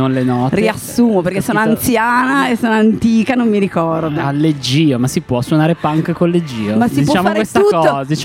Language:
Italian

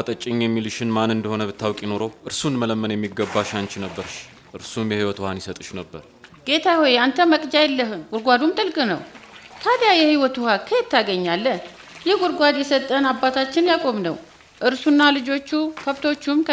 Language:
Amharic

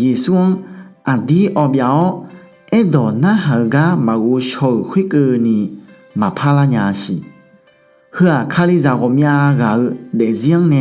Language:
Akha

